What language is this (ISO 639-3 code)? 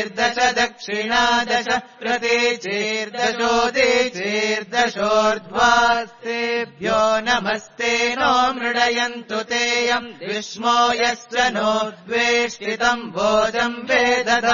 san